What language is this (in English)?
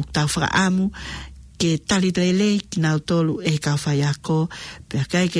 Tongan